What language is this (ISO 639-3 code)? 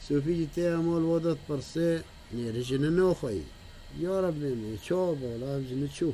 kur